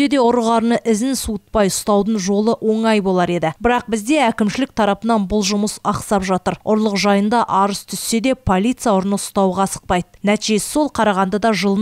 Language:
Kazakh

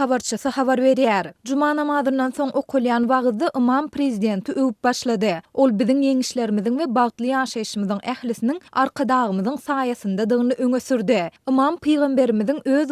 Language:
Turkmen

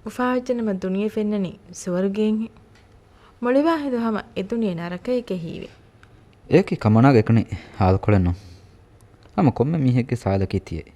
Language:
Divehi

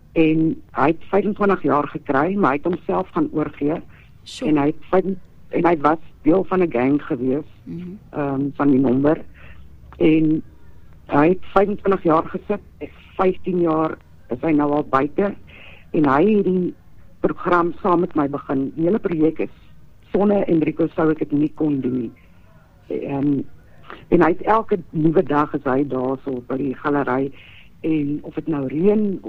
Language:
Afrikaans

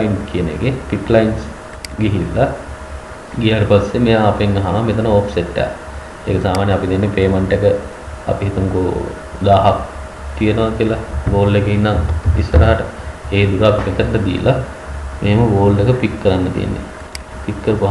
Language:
Sinhala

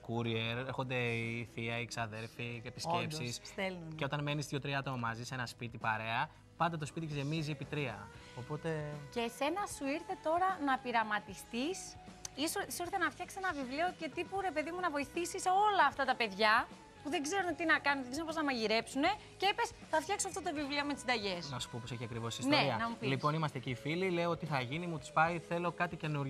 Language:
Greek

